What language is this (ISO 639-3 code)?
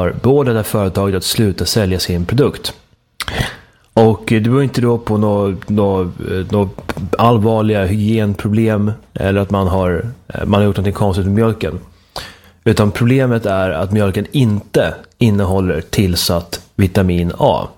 swe